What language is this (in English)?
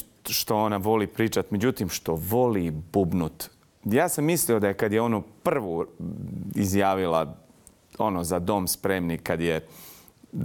Bosnian